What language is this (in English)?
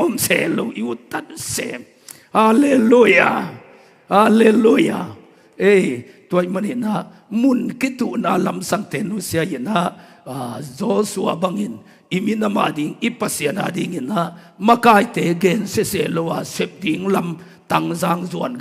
Tedim Chin